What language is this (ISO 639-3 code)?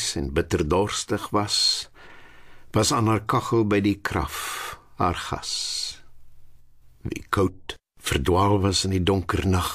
afr